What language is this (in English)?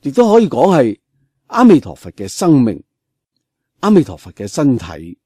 Cantonese